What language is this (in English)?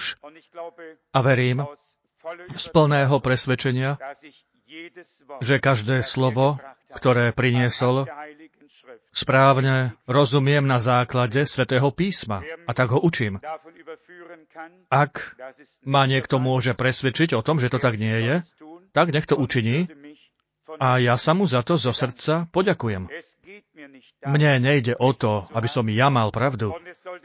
Slovak